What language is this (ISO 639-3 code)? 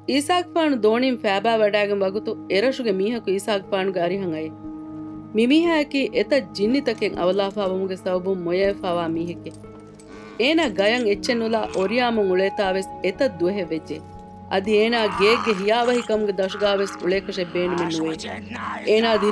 div